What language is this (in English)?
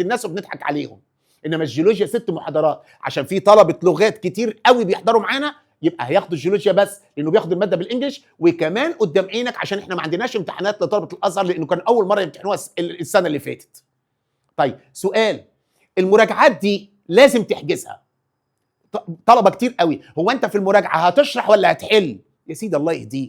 Egyptian Arabic